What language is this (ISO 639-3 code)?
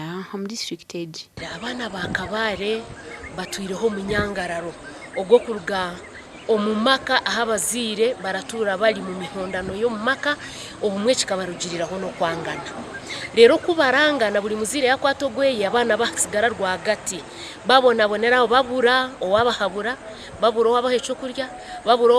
nyn